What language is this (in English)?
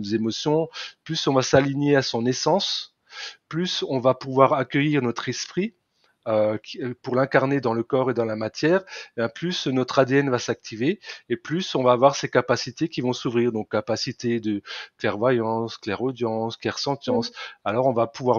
French